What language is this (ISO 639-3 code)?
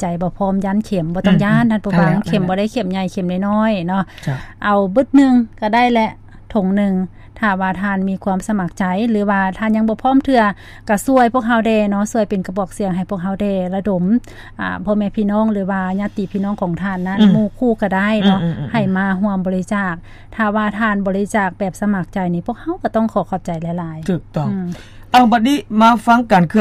lao